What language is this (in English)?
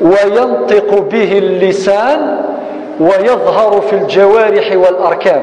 Kabyle